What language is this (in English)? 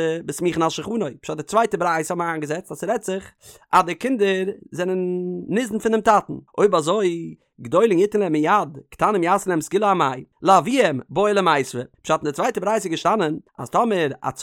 Yiddish